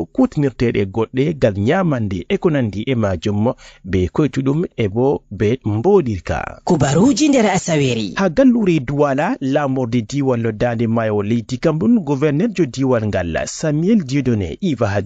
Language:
Fula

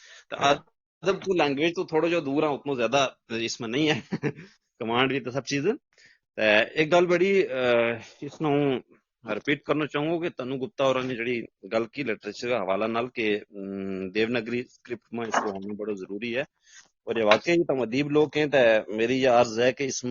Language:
Gujari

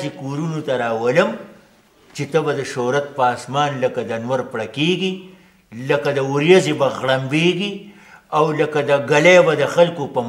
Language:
Pashto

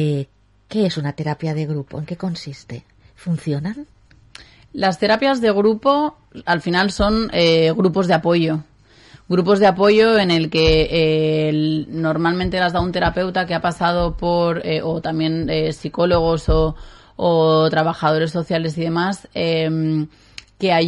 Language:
Spanish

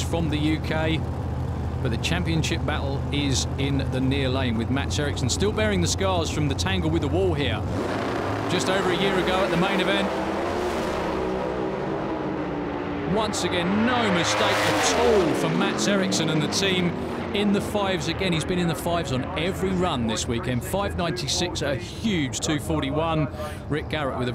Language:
English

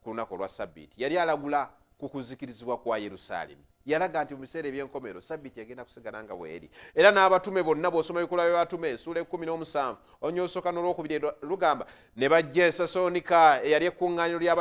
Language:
Ganda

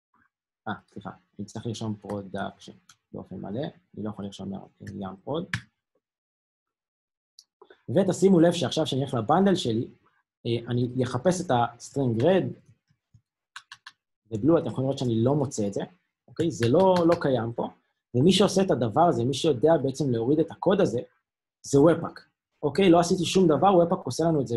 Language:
Hebrew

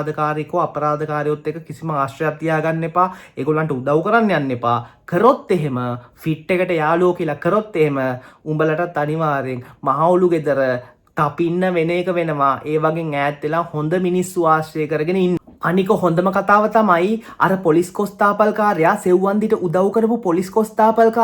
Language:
Sinhala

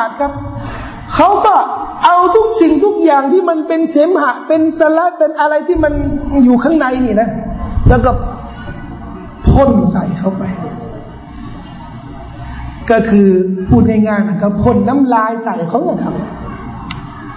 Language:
Thai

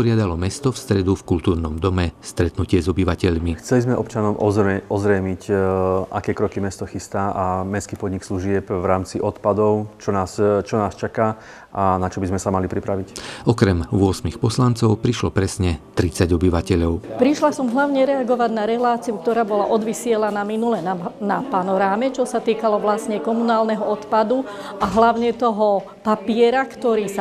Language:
Slovak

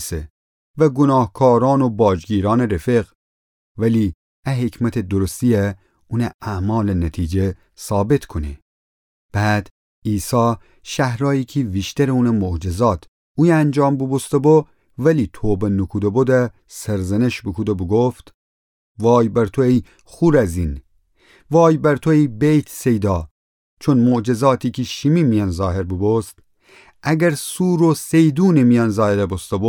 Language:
Gilaki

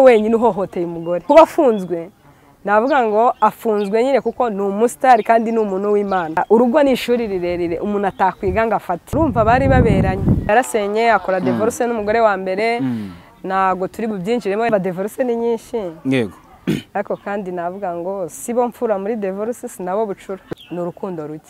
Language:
Kinyarwanda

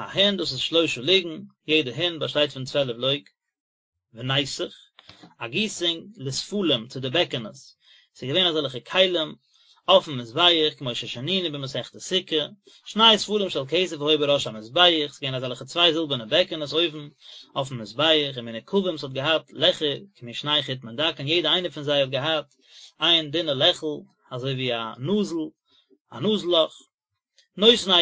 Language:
Yiddish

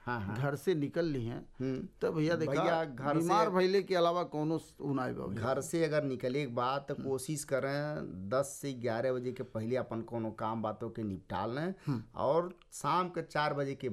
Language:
Bhojpuri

